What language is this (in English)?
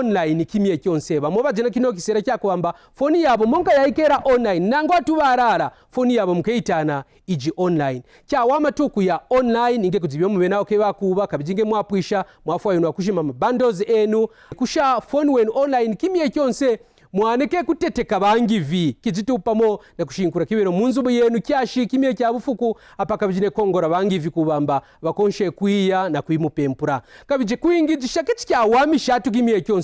Kaonde